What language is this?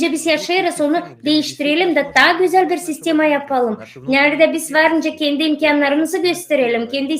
Gagauz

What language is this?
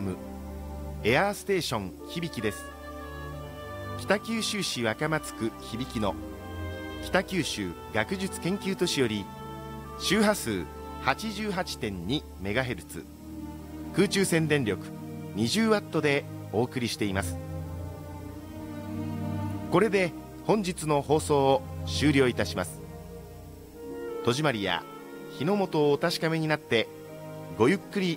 Japanese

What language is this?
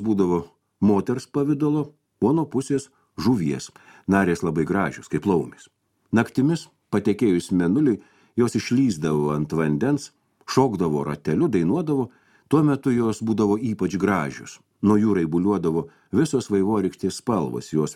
Lithuanian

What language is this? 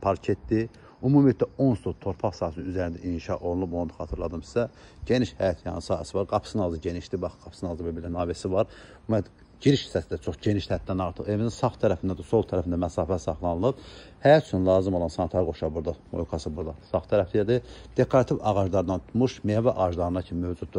Azerbaijani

